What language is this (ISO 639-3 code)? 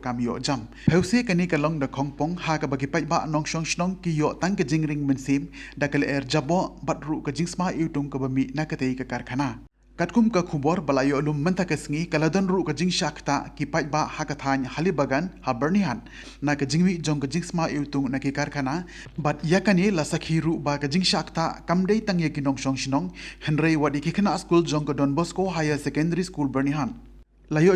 kha